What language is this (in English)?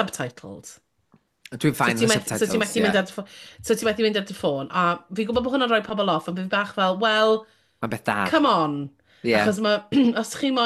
Welsh